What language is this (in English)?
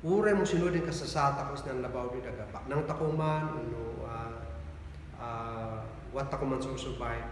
Kankanaey